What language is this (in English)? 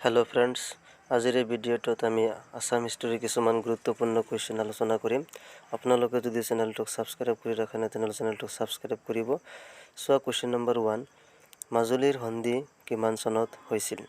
Assamese